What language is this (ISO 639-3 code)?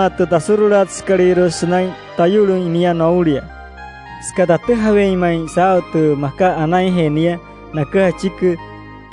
guc